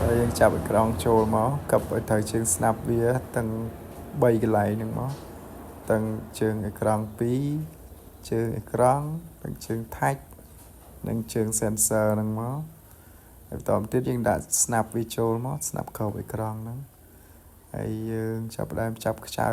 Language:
Khmer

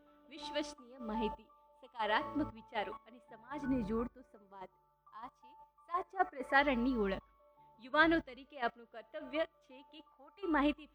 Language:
Gujarati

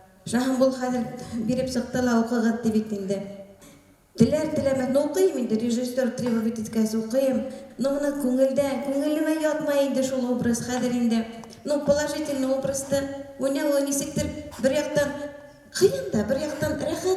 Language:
Bashkir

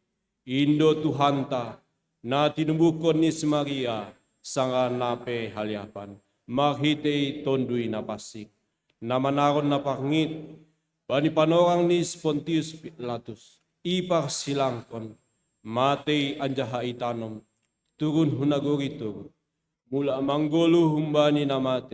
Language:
Batak Simalungun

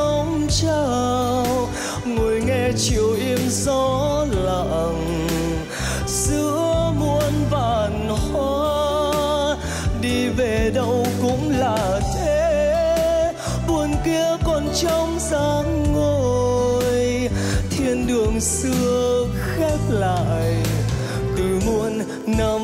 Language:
Vietnamese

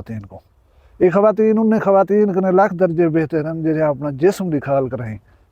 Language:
Saraiki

